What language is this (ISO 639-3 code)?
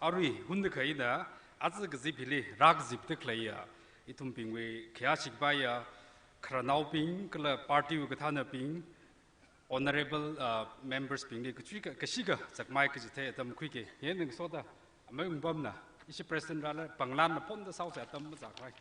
nmf